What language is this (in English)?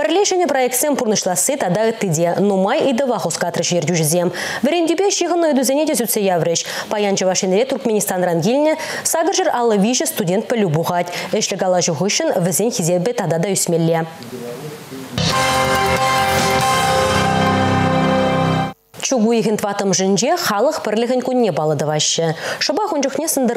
Chuvash